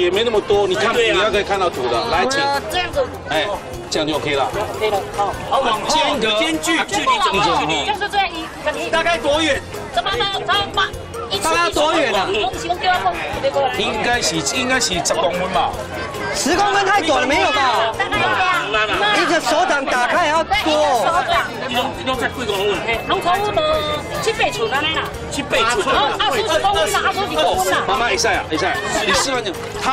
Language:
Chinese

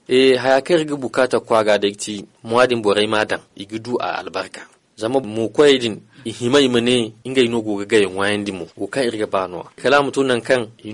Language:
Zarma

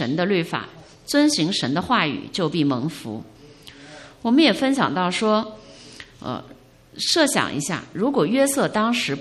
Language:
Chinese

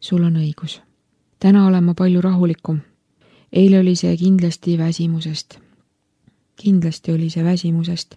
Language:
Estonian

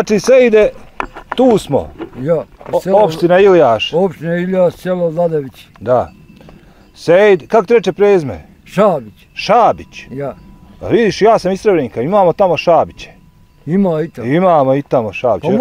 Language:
Bosnian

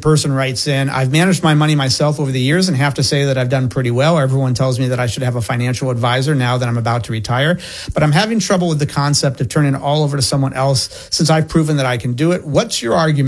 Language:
English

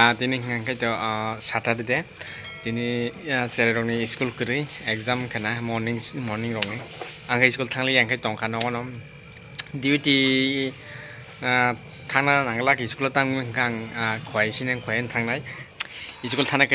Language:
Kok Borok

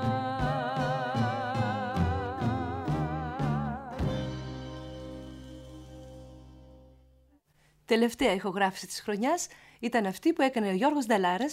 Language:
Greek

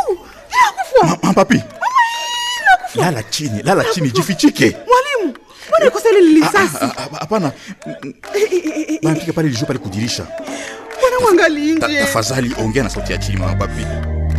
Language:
Swahili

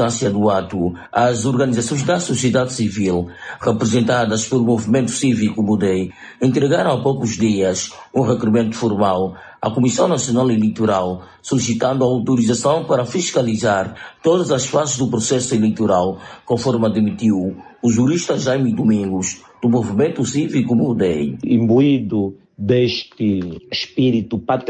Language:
Portuguese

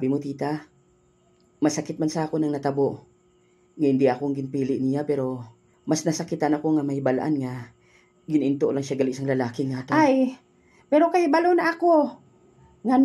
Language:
Hiligaynon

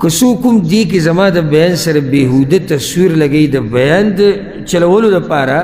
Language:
Pashto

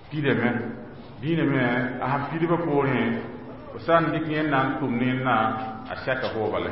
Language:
Mossi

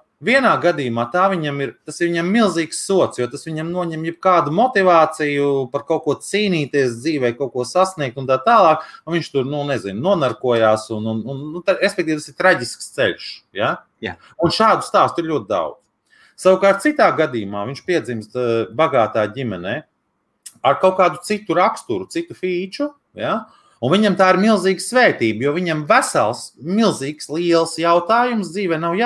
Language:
Latvian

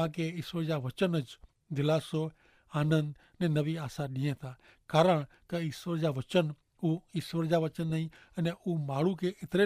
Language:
Kachhi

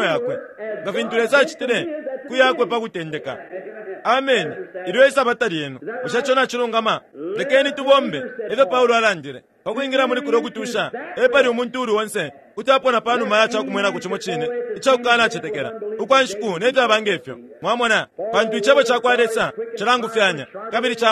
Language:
Bemba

